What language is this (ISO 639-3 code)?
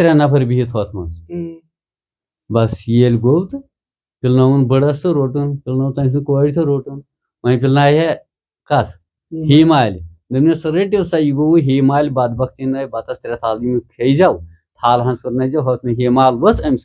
kas